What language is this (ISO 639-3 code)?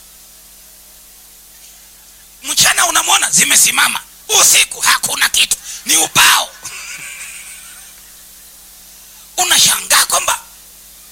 swa